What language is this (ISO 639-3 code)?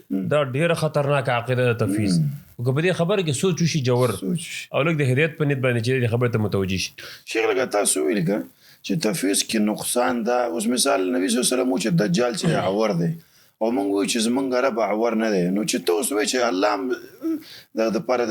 pus